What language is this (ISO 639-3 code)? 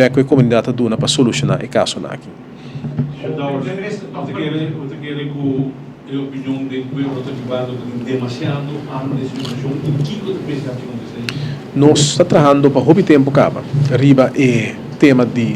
pap